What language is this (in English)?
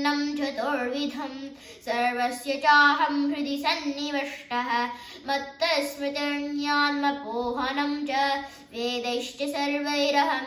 Sanskrit